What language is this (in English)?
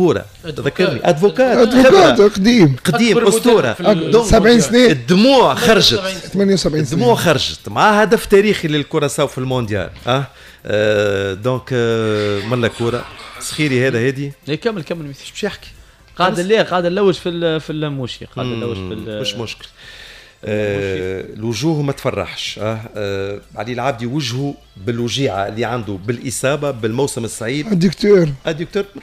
Tunisian Arabic